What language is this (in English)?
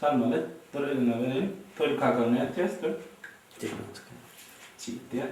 Turkmen